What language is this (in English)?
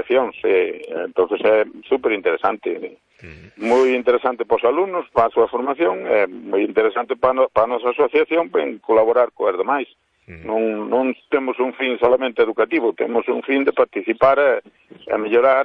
Galician